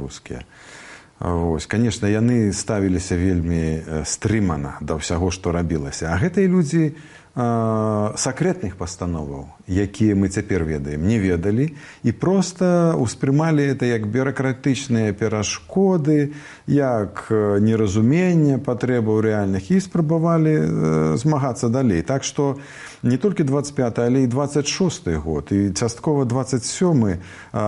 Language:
Belarusian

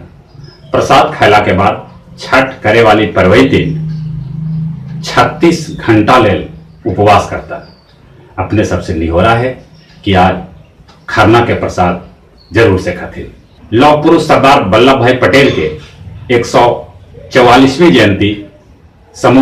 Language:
Magahi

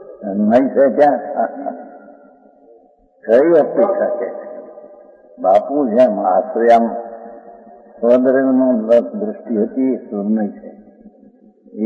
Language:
Gujarati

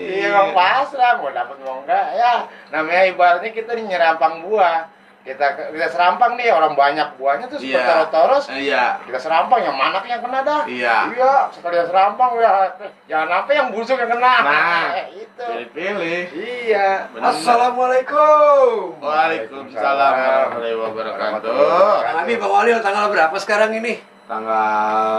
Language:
Betawi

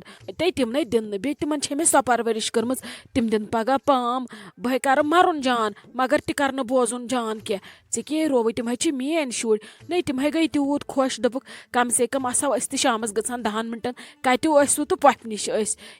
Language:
Kashmiri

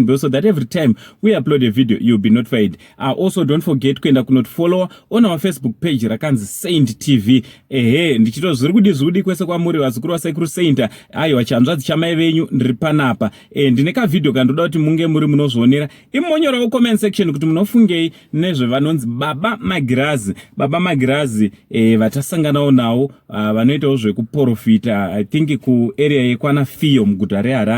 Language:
Shona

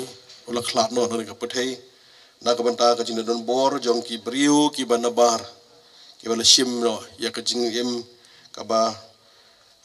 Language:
Khasi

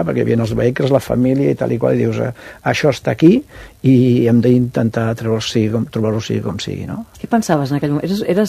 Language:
Catalan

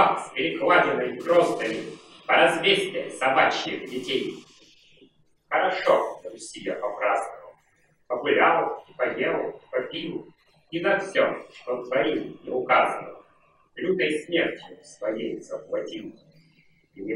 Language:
Russian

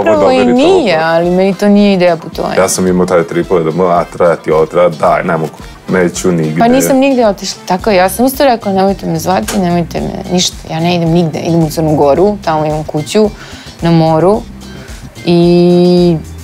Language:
Serbian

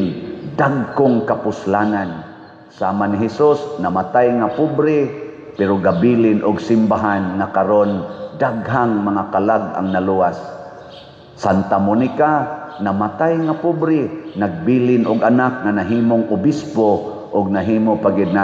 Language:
Cebuano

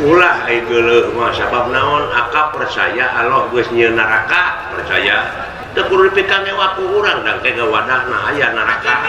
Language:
Sundanese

